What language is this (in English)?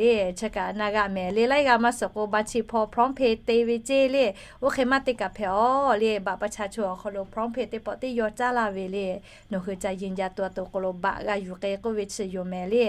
Lahu